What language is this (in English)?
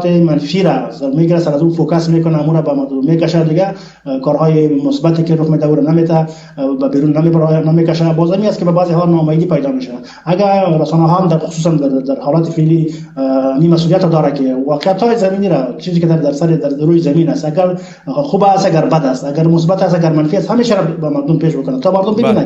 Persian